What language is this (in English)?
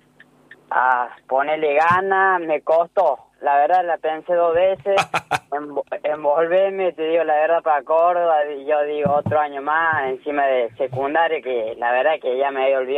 Spanish